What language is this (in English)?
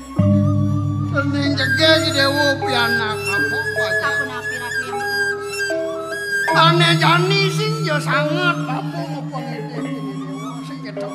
Balinese